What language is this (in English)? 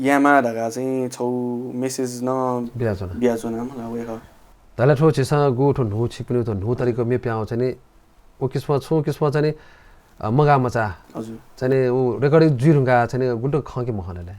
Newari